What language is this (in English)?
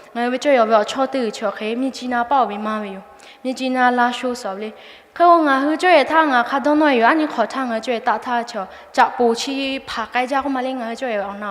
Lahu